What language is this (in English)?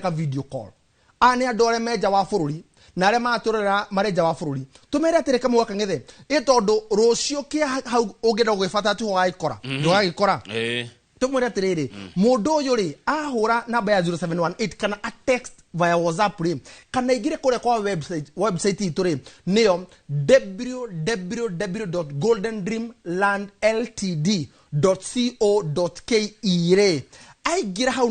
Kikuyu